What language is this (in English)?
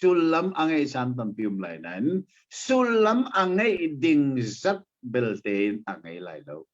Hakha Chin